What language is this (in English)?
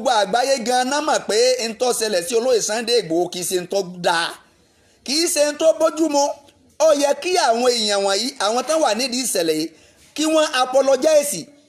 Yoruba